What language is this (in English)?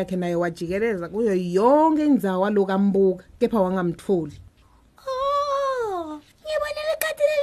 Swati